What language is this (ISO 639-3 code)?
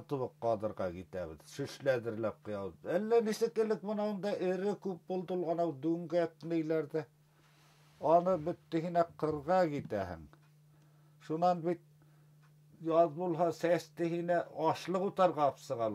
bak